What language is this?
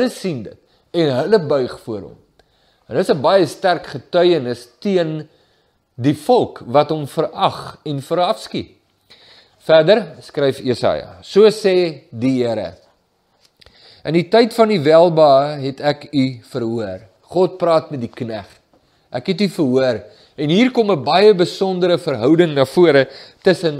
Afrikaans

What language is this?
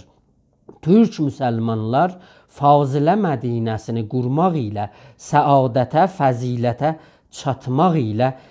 South Azerbaijani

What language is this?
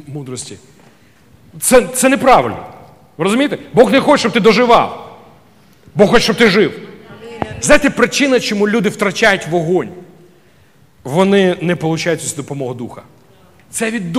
Ukrainian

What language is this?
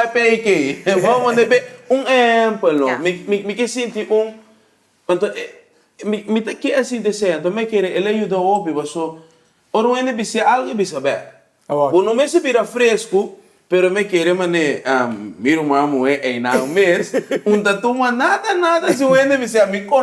Papiamento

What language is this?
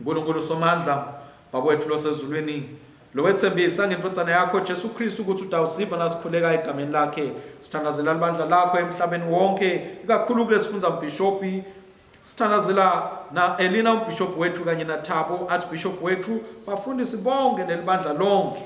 Swati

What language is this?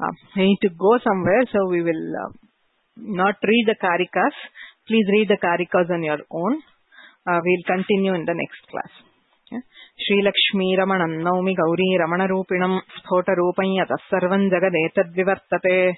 Sanskrit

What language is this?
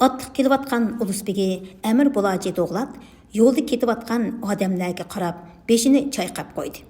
Uyghur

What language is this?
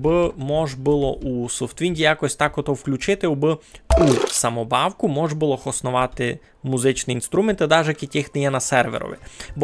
Rusyn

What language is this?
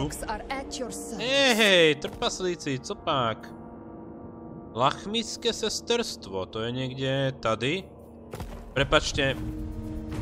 Slovak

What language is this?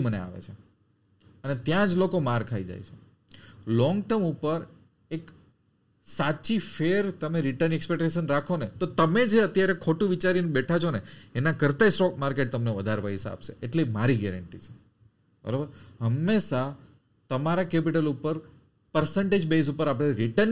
Gujarati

